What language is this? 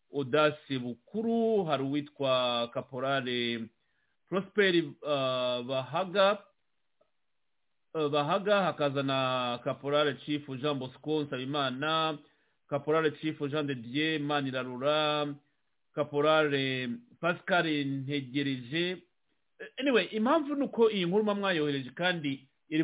Kinyarwanda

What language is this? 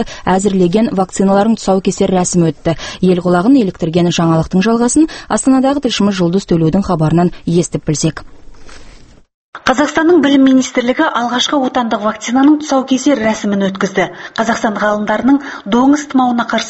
Kazakh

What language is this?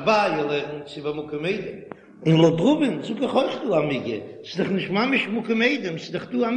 Yiddish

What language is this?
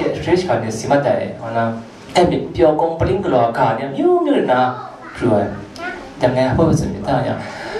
Kachin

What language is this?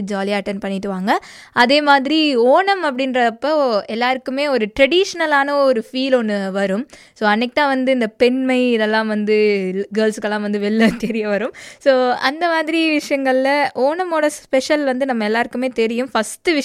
Tamil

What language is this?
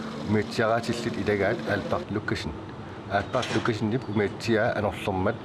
Kalaallisut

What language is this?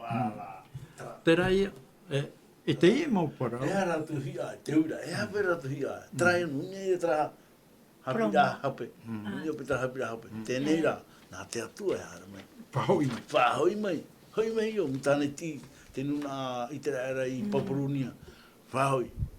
Tahitian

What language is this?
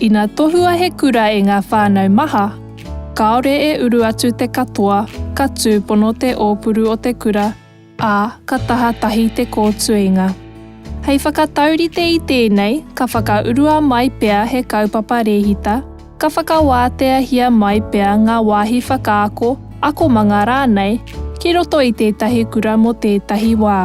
Māori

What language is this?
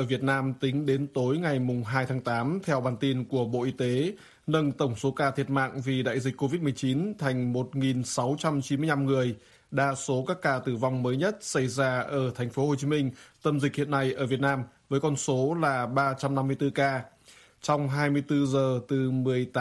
Vietnamese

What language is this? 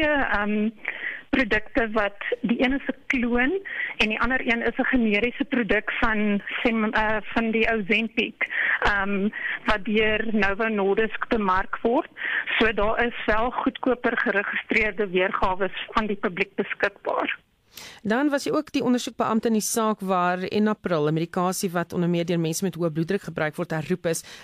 Afrikaans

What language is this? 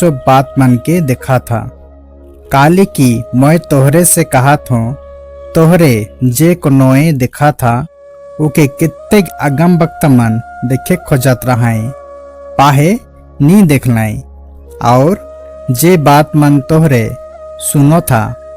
Sadri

